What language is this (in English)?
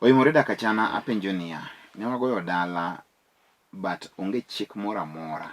Luo (Kenya and Tanzania)